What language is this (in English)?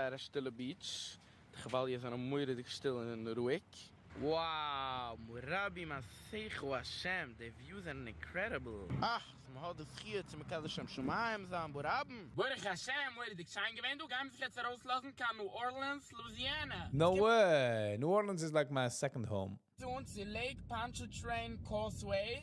Yiddish